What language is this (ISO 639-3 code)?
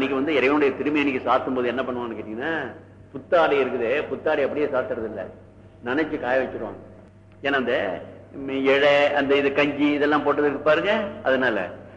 tam